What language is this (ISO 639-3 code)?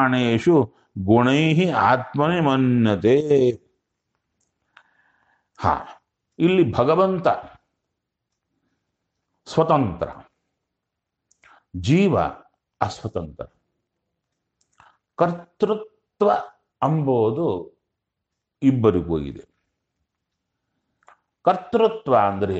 kan